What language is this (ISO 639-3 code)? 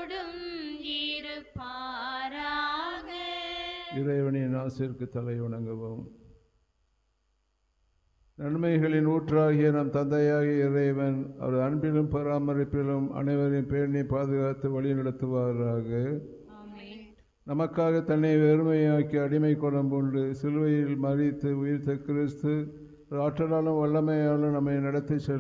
tam